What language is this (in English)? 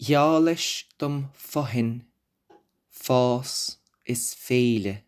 Irish